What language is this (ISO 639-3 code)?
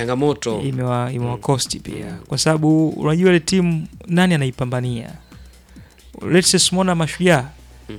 swa